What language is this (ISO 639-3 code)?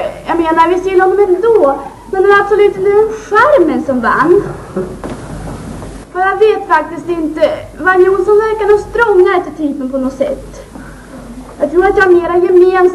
swe